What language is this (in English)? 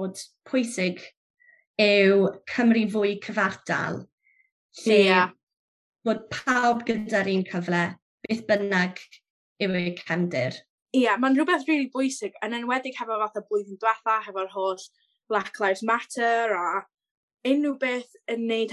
Welsh